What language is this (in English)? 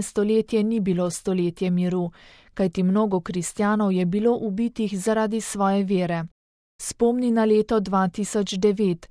Slovenian